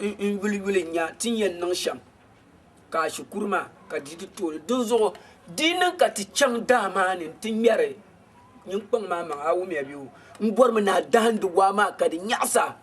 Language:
Dagbani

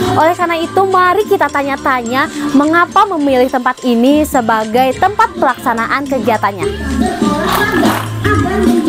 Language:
Indonesian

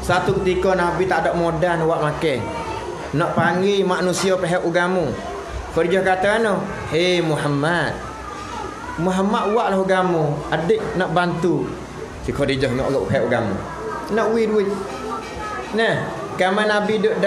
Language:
Malay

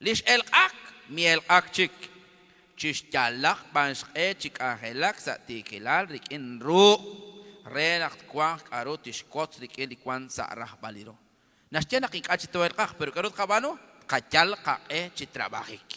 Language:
Kekchí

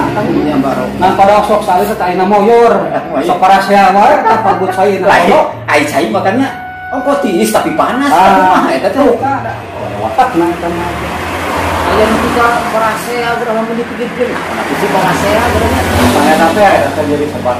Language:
Sundanese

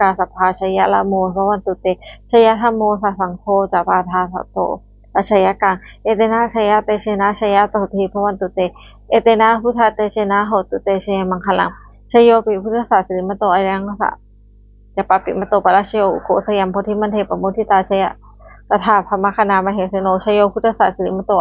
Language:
Pali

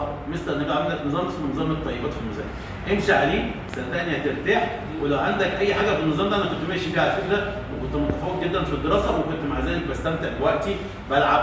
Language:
Egyptian Arabic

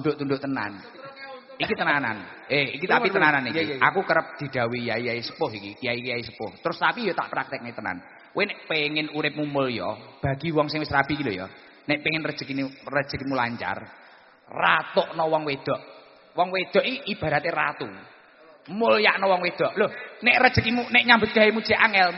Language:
Javanese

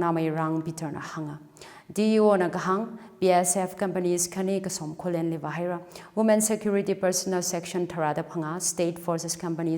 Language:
Tangkhul Naga (India)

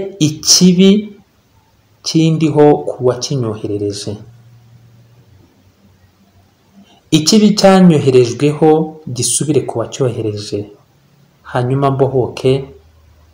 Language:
Kinyarwanda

